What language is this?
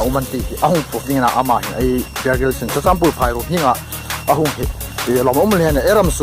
Hmar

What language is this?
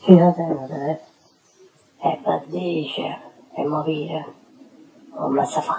Neapolitan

